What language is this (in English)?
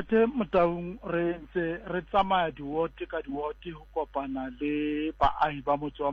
Southern Sotho